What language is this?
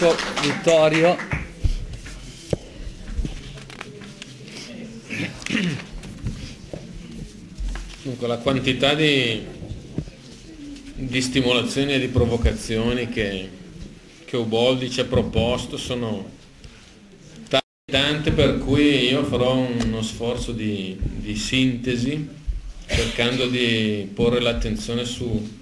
Italian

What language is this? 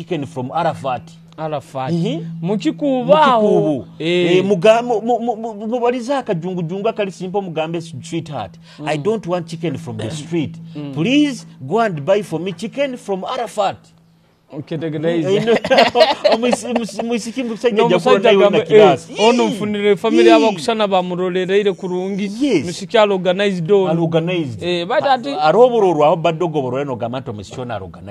Nyoro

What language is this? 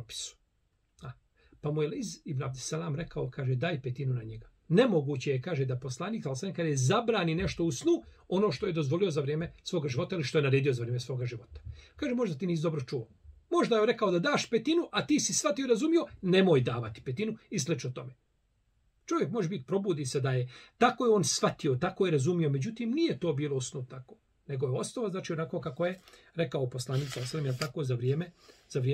Bosnian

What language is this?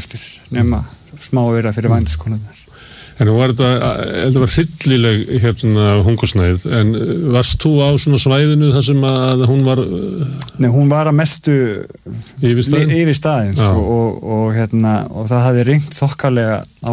Icelandic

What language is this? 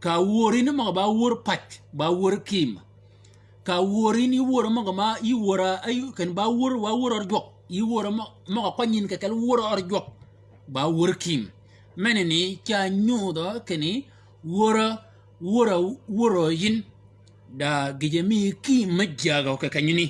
Shilluk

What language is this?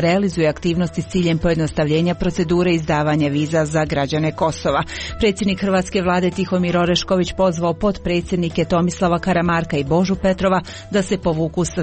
Croatian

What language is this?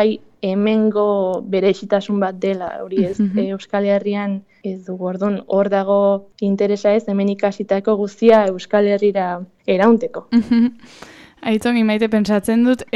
Basque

